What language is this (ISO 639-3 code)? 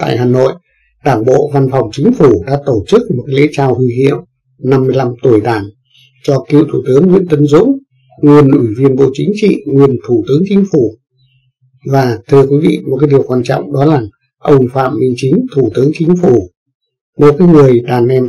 vie